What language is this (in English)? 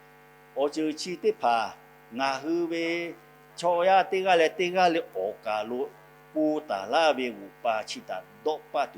Lahu